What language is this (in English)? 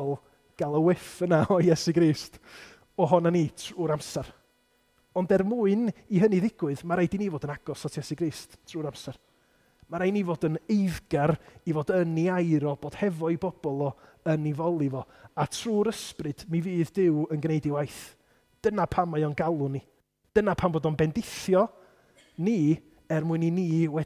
Welsh